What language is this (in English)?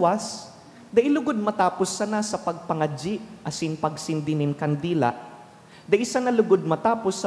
Bikol